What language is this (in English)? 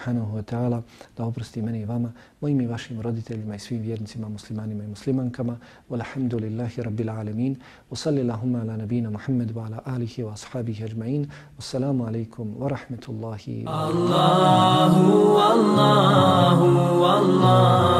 Bosnian